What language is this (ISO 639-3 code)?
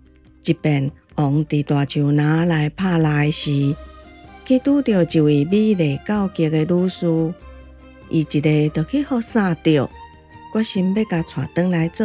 nan